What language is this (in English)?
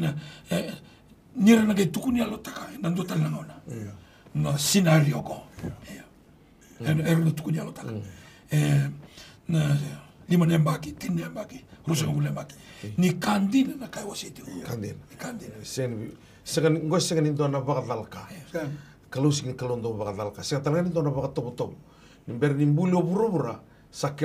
Fijian